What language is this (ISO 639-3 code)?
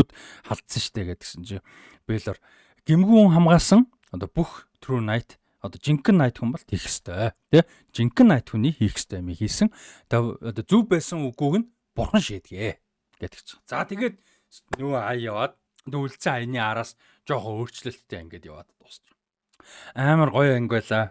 mon